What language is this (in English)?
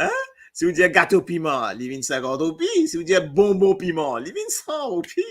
Morisyen